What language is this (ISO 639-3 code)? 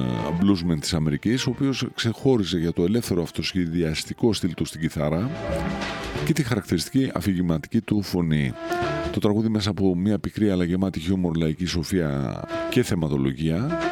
ell